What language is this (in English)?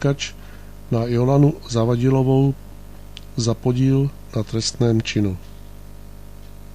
Czech